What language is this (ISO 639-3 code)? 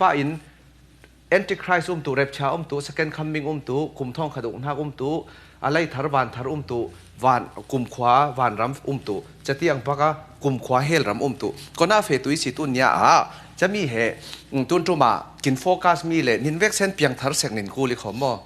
cfm